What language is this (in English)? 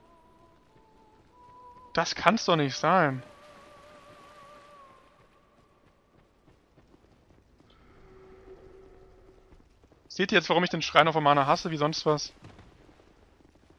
German